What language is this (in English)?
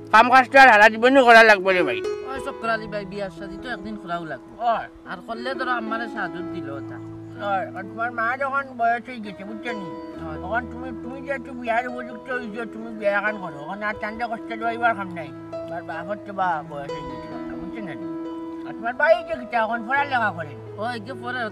Sylheti